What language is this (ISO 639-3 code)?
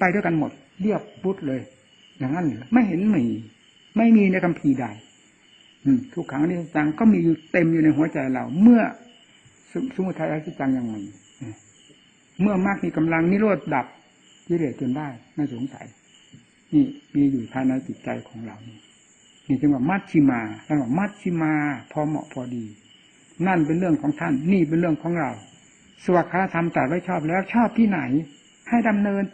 tha